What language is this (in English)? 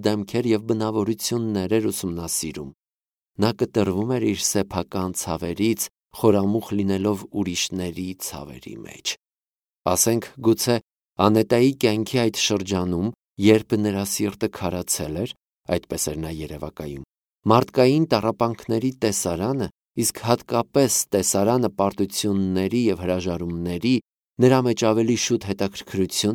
Armenian